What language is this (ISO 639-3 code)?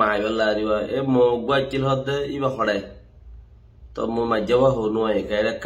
rhg